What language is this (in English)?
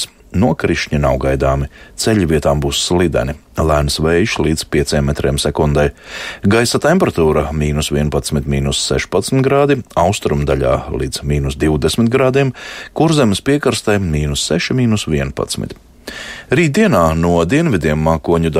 Latvian